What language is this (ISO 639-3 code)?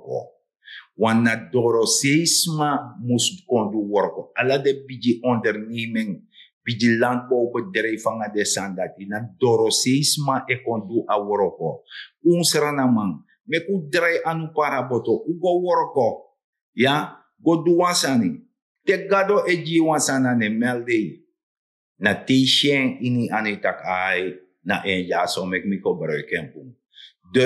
srn